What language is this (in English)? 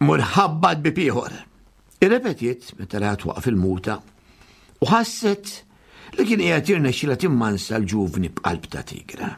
Maltese